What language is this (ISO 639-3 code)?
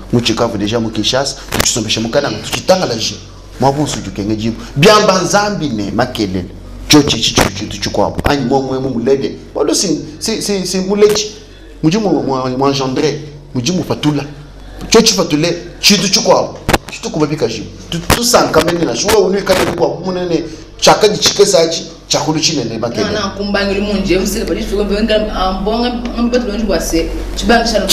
lua